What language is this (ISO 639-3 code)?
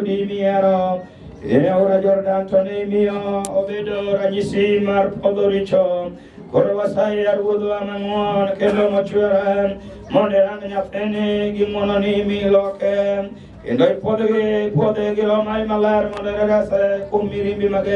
luo